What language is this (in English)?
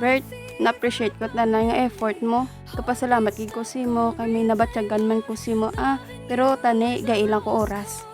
Hiligaynon